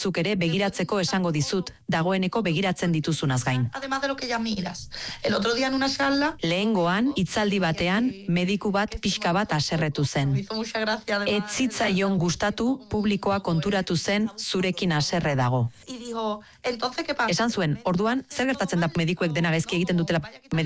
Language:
Basque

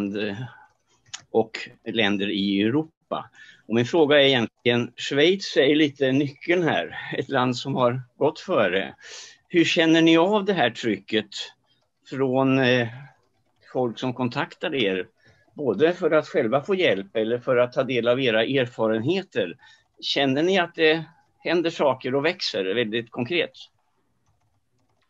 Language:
Swedish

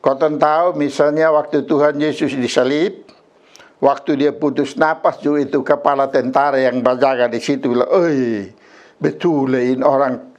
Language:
Kupang Malay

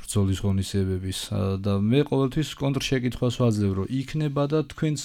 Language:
Georgian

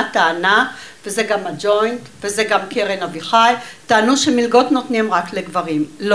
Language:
Hebrew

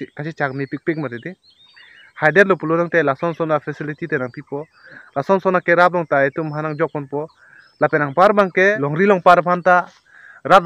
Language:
Karbi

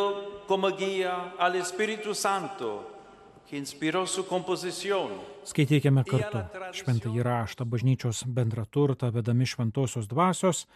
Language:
Lithuanian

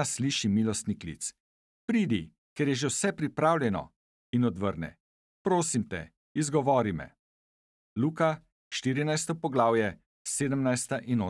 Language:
Slovenian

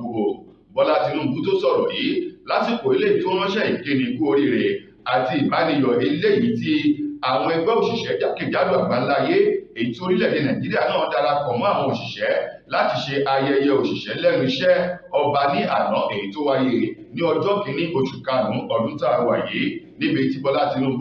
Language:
Yoruba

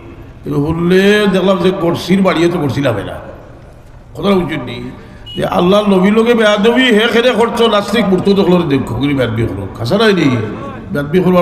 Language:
Sylheti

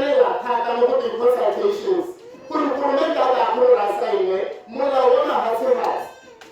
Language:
Tswana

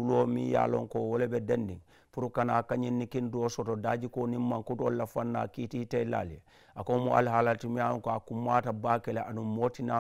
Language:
Mandingo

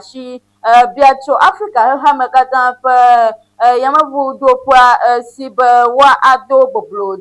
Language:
Ewe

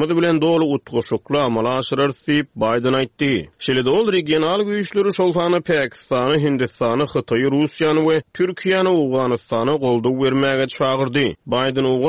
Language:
Turkmen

